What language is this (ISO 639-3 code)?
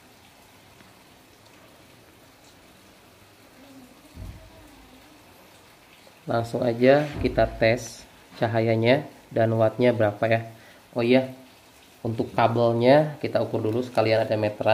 ind